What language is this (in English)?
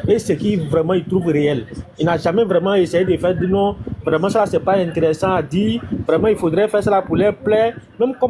French